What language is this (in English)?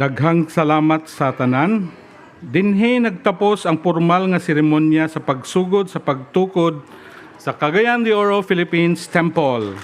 Cebuano